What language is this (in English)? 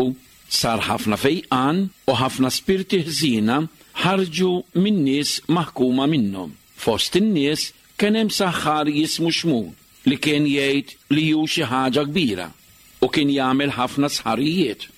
Maltese